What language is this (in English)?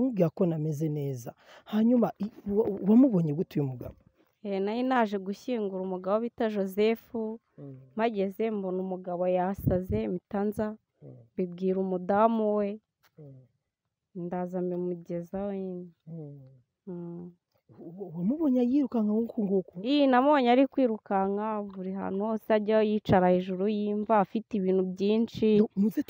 Kinyarwanda